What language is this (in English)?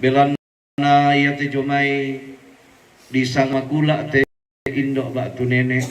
Toraja-Sa'dan